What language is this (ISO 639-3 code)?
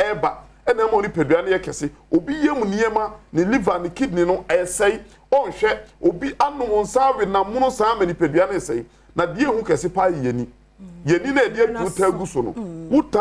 aka